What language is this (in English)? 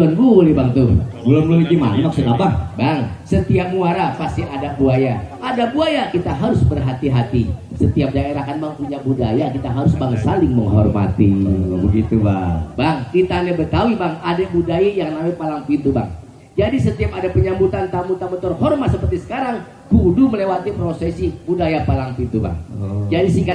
Betawi